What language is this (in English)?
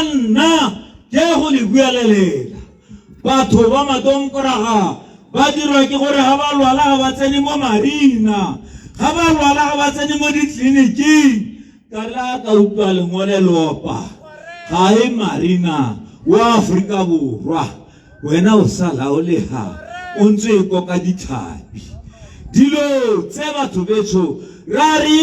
Tswana